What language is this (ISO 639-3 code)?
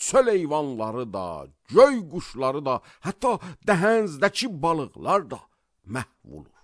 aze